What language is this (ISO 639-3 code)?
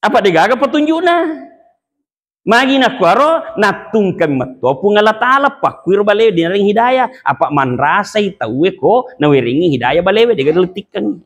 bug